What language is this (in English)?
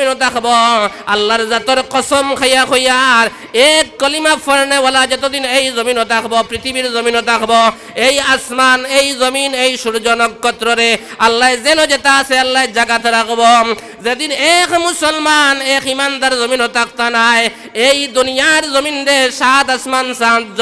Sylheti